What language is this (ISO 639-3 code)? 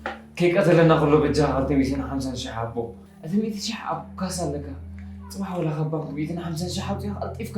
tir